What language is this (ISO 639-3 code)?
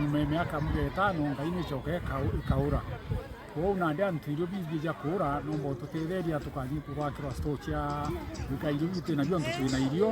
mer